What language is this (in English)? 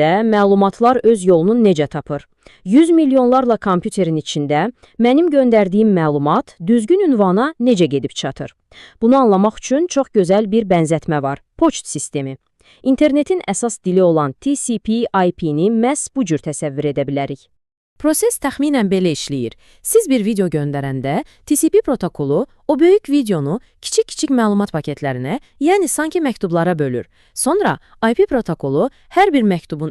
Azerbaijani